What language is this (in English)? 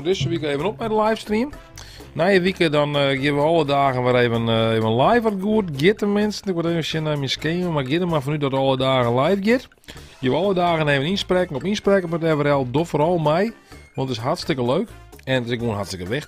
Western Frisian